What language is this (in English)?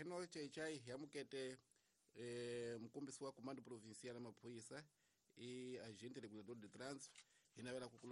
Tsonga